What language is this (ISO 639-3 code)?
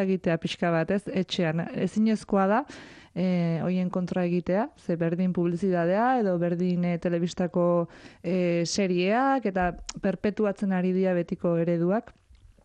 eus